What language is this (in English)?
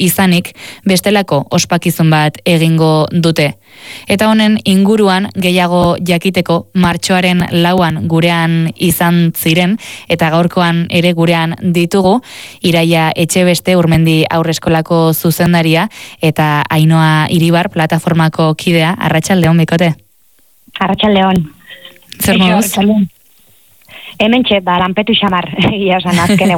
Basque